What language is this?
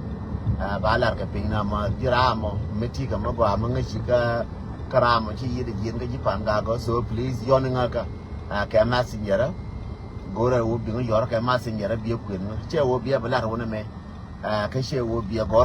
Nuer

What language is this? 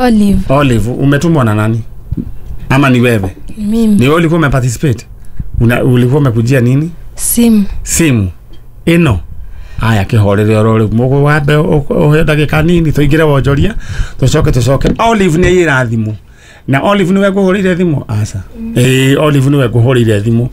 Kikuyu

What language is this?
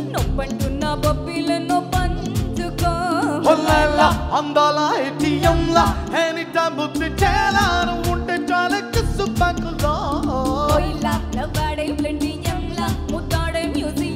Telugu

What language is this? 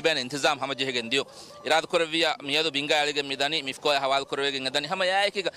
Divehi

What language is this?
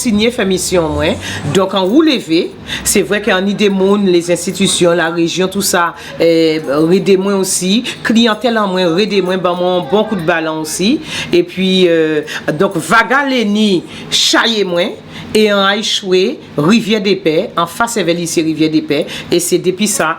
Guadeloupean Creole French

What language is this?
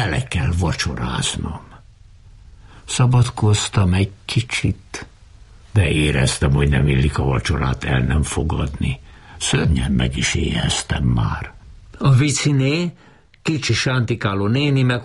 Hungarian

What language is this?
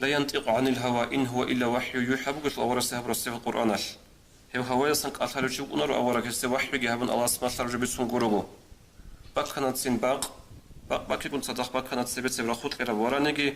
Avaric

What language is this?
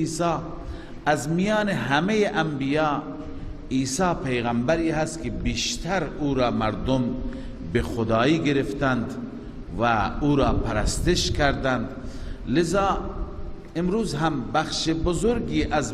Persian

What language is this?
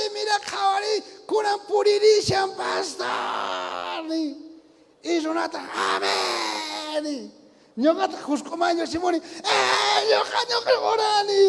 South Bolivian Quechua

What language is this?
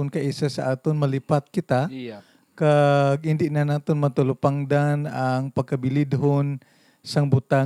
Hiligaynon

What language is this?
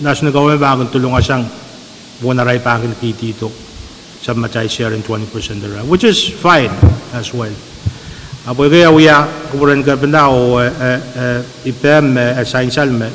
Pohnpeian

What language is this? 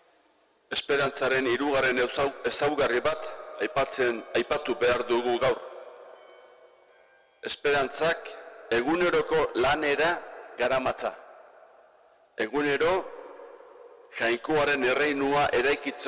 Basque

